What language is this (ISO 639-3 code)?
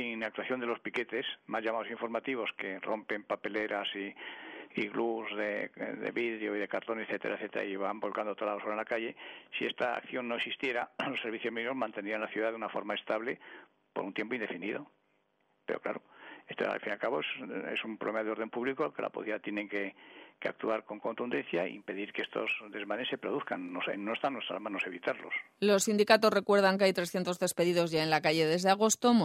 spa